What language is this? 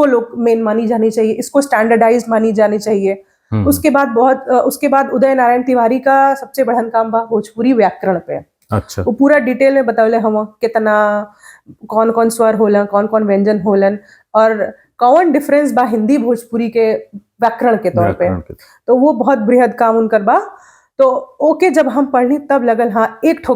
Bhojpuri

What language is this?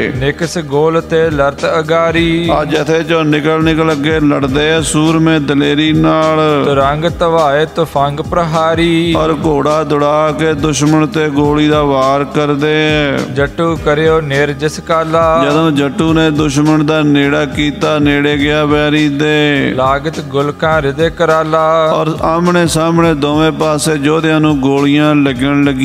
Punjabi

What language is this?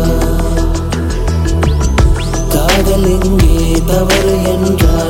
Tamil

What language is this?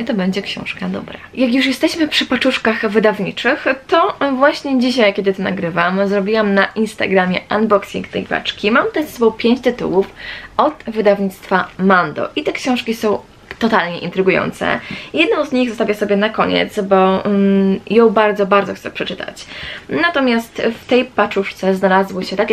Polish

